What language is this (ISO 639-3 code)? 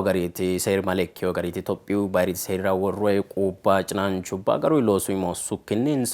sid